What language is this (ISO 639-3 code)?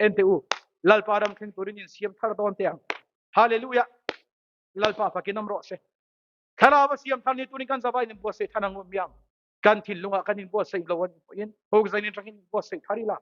lus